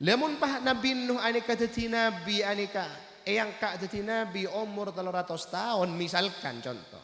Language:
Madurese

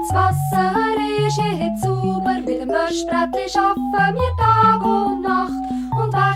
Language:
Swiss German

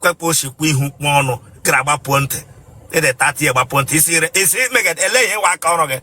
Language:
Igbo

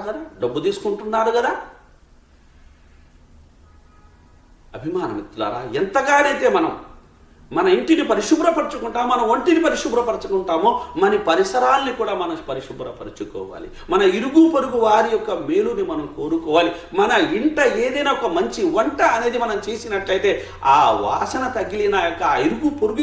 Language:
Telugu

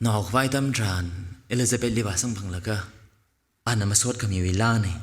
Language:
Tangkhul Naga (India)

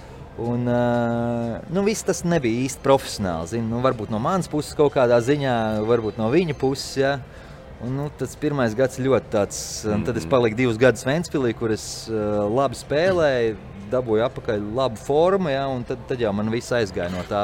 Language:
Latvian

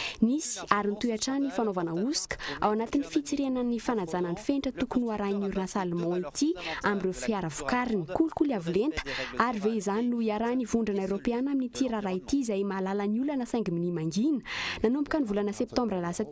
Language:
Malagasy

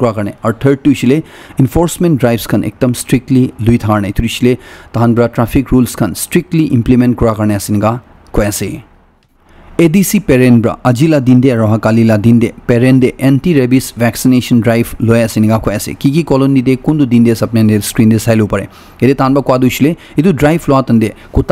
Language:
Naga Pidgin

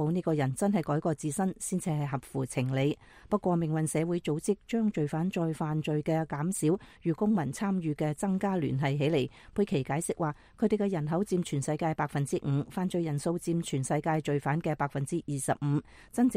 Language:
Cantonese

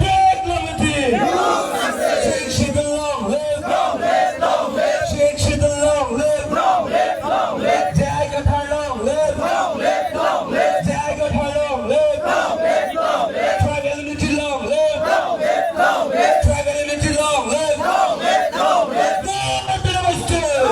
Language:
Karbi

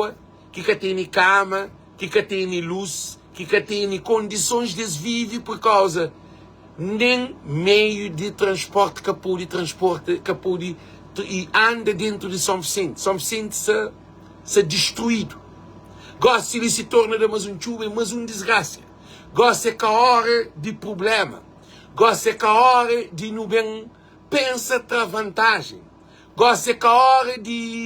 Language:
Kabuverdianu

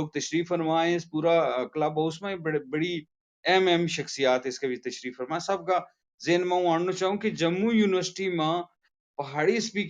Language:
Gujari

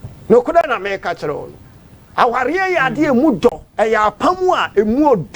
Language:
Akan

